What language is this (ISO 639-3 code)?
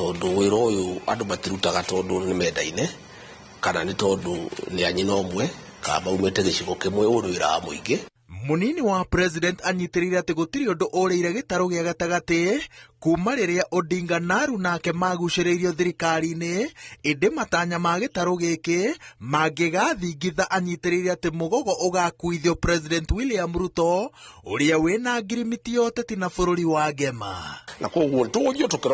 kik